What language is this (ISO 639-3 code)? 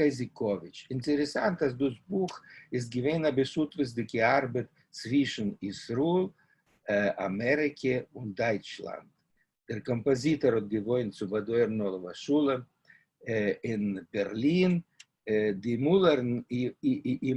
yid